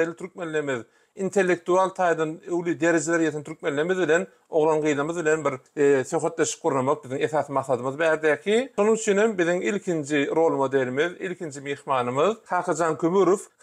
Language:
Turkmen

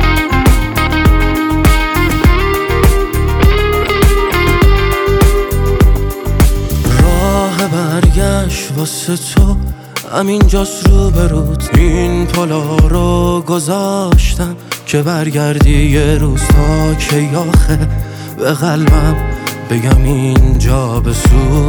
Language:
Persian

